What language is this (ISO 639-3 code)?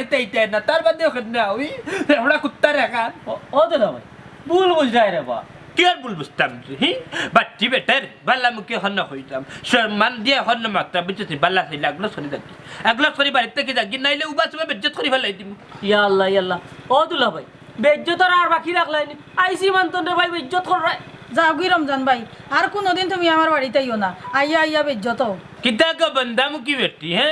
syl